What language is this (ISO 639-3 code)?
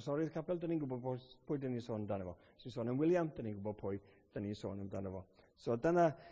cym